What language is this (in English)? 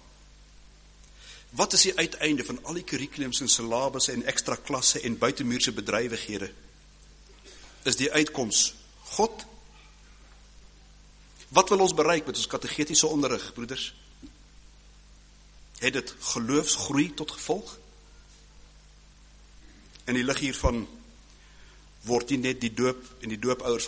Afrikaans